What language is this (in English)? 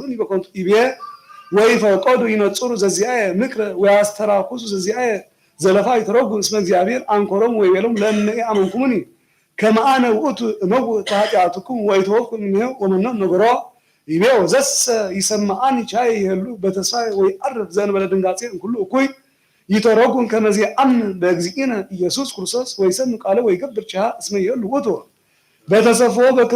Geez